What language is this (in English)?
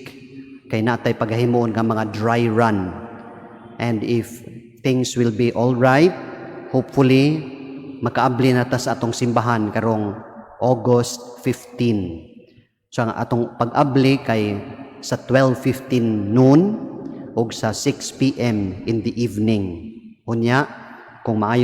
Cebuano